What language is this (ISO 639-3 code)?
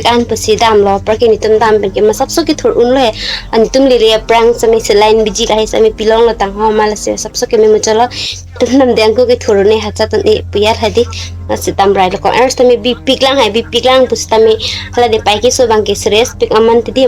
mjw